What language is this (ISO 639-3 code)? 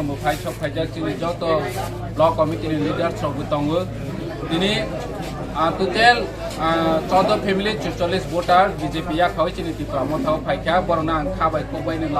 trp